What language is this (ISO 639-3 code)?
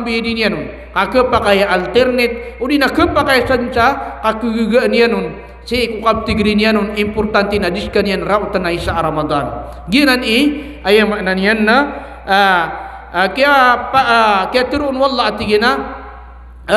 mrw